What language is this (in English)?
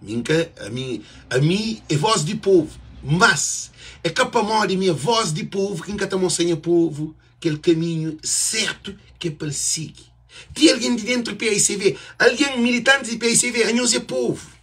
Kabuverdianu